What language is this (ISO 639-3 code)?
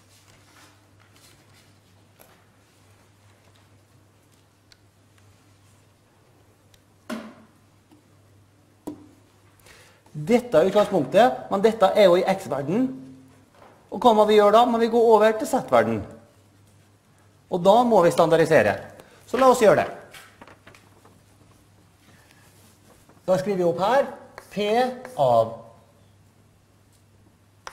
nor